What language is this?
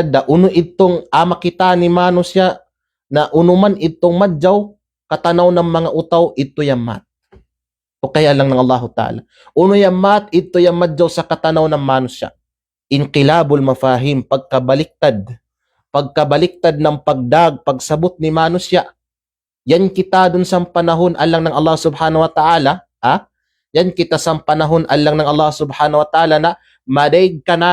Kalagan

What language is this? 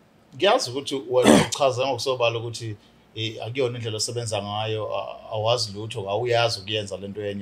Zulu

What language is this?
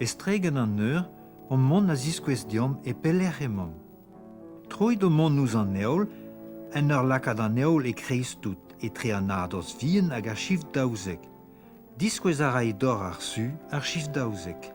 Breton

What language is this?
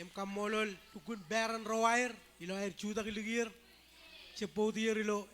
Marshallese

